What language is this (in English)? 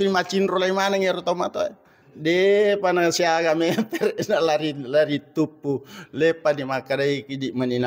Buginese